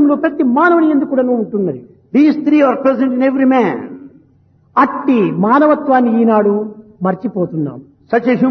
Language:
Telugu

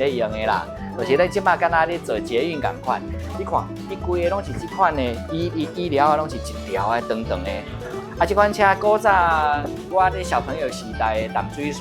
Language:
Min Nan Chinese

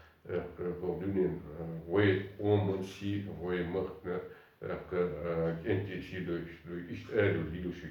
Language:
Chechen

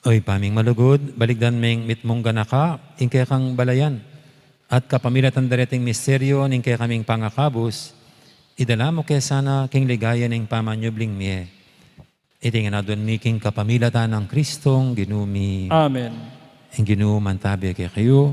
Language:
Pampanga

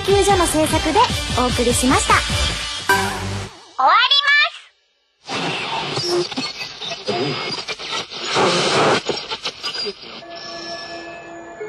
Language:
Japanese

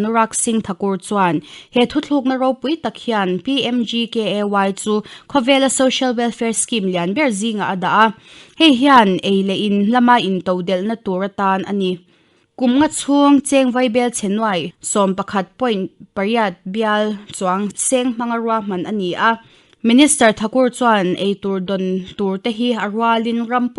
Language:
Mizo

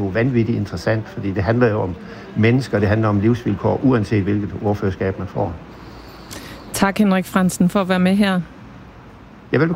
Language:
Danish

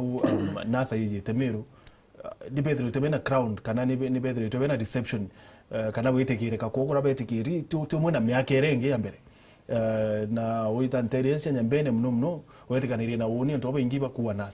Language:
Meru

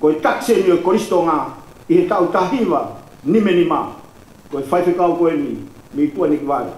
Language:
Tongan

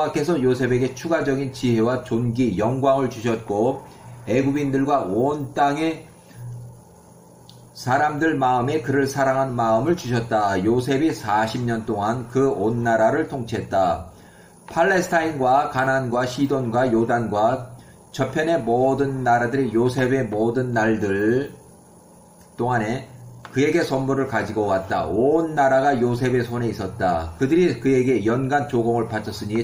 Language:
Korean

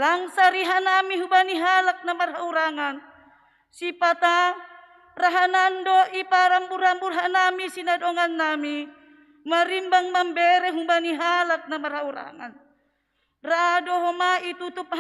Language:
Batak Simalungun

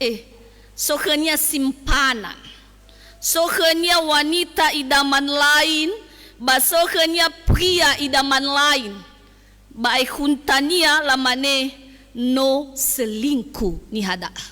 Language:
Nias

